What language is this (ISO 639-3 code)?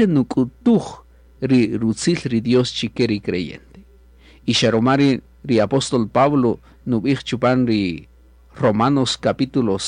cak